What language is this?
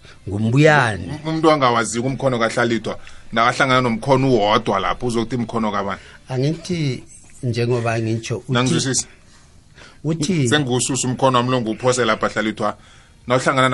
South Ndebele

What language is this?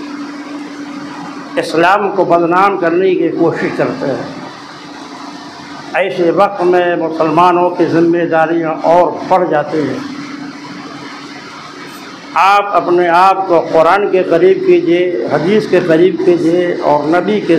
Urdu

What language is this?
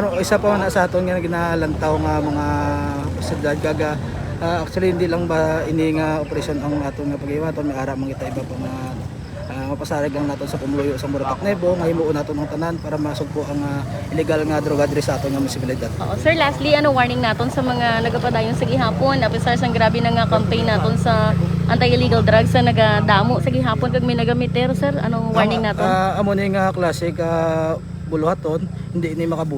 Hiligaynon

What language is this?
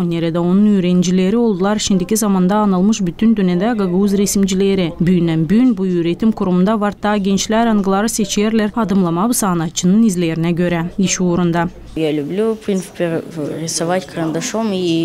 Gagauz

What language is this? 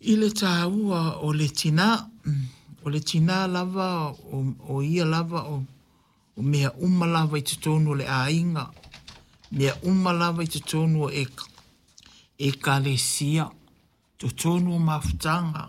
Samoan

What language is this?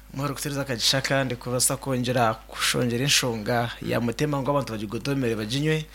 Nyankole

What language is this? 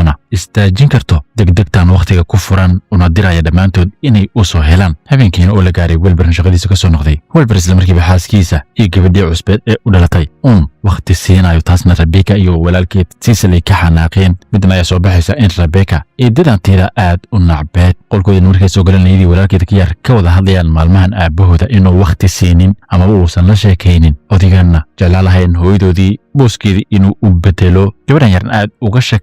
Somali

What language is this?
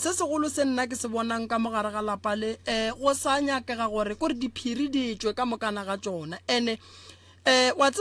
Northern Sotho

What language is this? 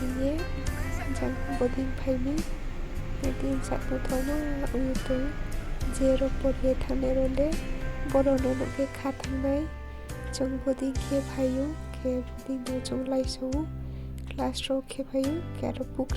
Riang (India)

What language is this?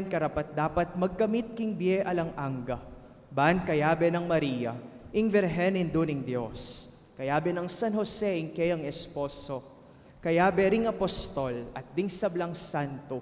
Pampanga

